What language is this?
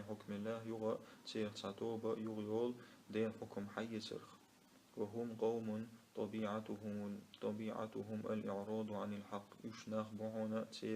Chechen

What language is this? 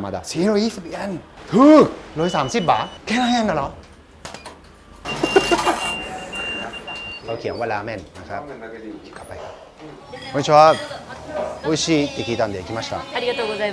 Thai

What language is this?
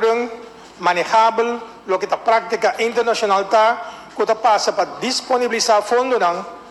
Papiamento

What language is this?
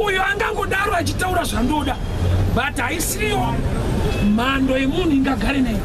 Shona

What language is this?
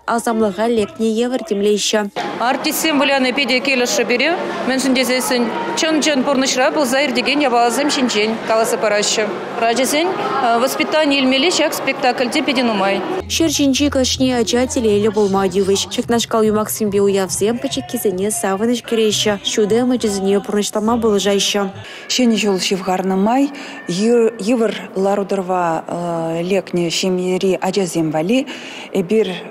Chuvash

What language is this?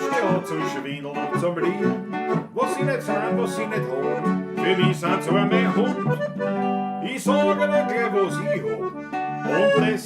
Bavarian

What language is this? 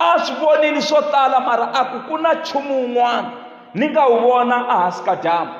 Tsonga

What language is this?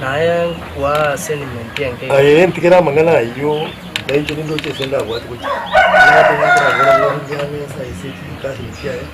Gusii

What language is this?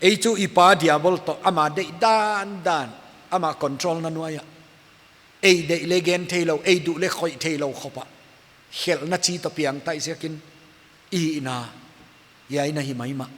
Paite Chin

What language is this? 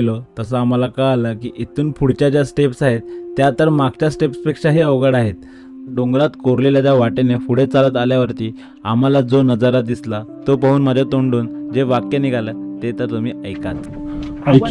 Marathi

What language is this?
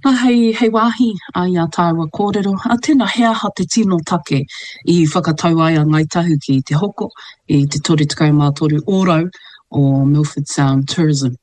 Māori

